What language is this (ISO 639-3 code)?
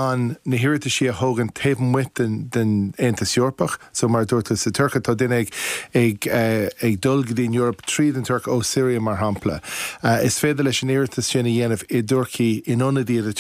gle